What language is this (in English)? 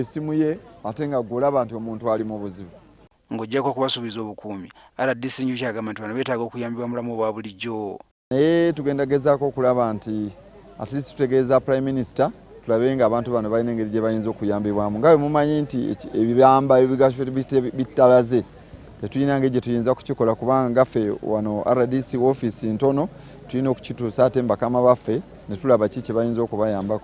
Ganda